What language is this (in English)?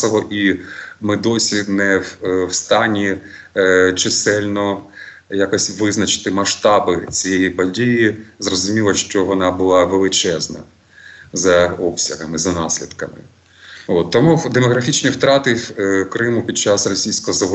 Ukrainian